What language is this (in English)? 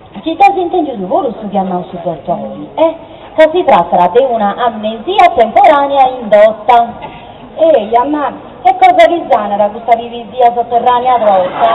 Sardinian